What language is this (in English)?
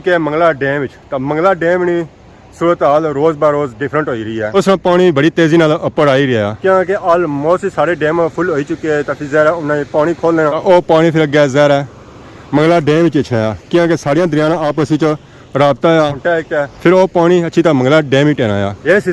Pahari-Potwari